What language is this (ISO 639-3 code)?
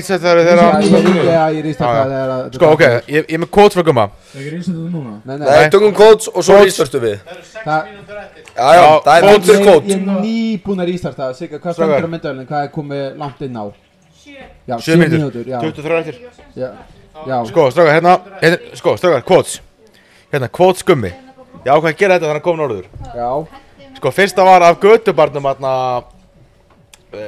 isl